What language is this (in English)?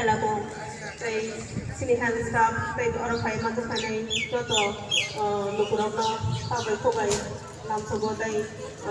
Kok Borok